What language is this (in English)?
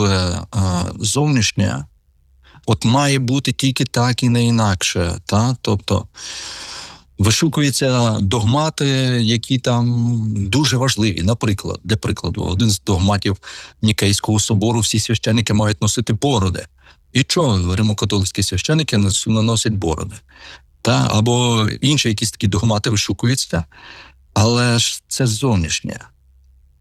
Ukrainian